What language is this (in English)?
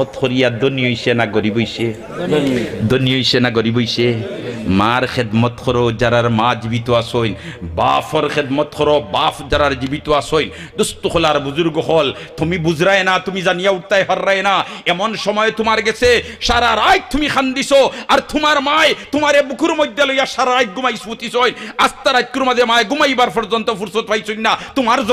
Sylheti